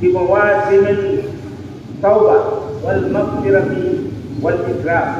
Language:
Maranao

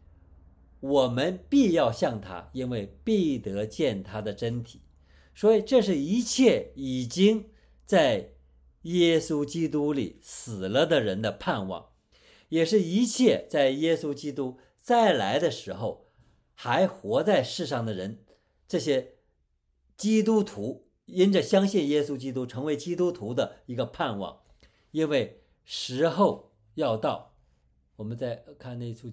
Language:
Chinese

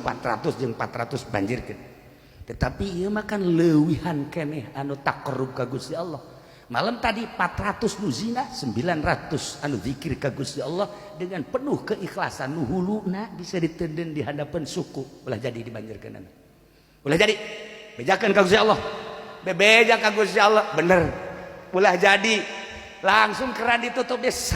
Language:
Sundanese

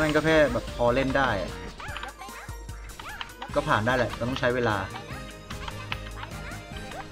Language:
Thai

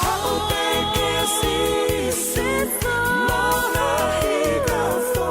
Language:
Tongan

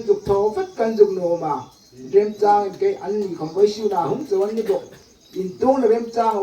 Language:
Hmar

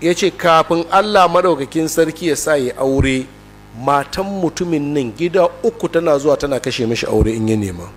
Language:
Hausa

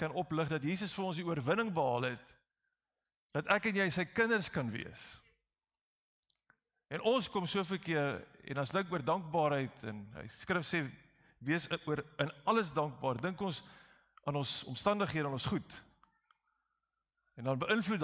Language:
Afrikaans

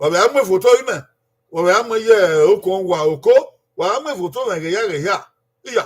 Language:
Bini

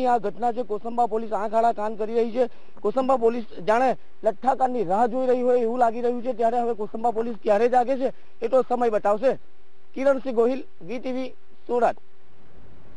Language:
Gujarati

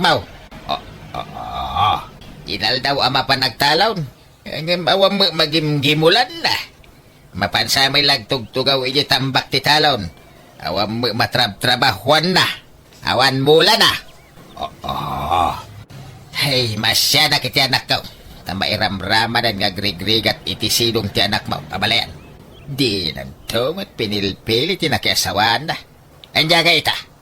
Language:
Iloko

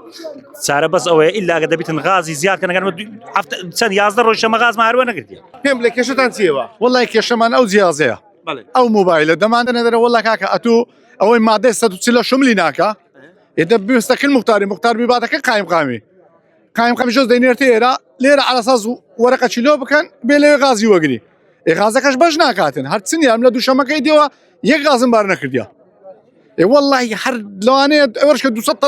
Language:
Central Kurdish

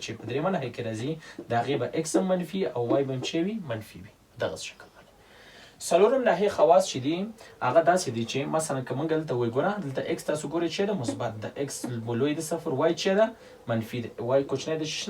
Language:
Pashto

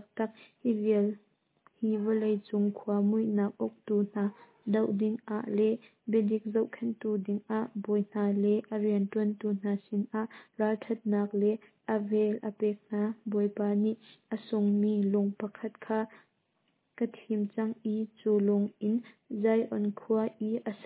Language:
Hakha Chin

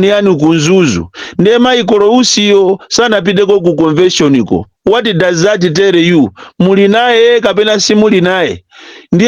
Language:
Nyanja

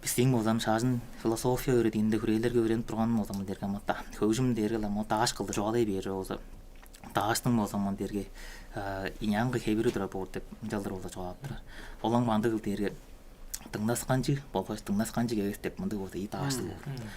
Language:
Tuvinian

